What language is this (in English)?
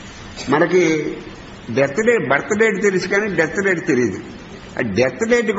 Telugu